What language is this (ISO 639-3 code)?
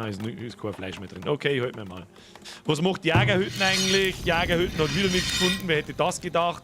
bar